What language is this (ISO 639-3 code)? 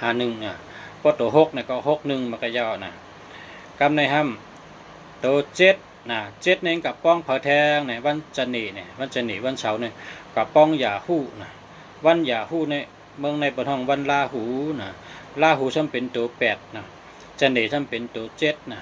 shn